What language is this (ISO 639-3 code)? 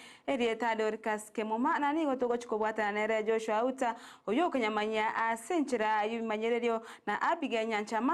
guz